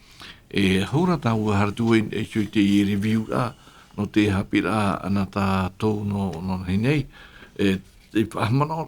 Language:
Tahitian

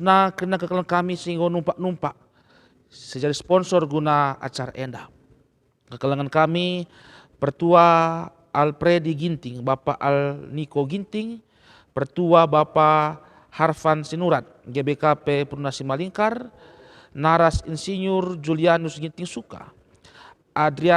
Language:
Batak Karo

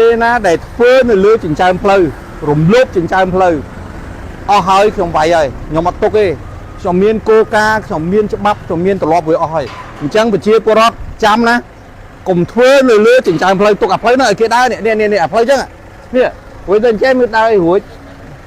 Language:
Khmer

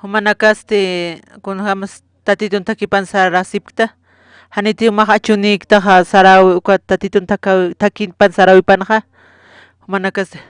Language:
Aymara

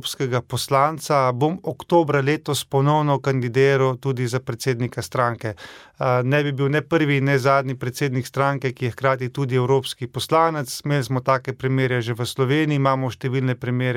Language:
Slovenian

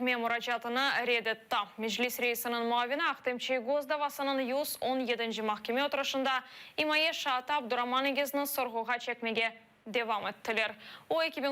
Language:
Crimean Tatar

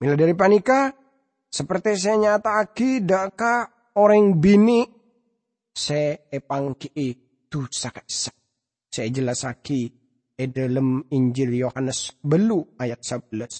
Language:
Madurese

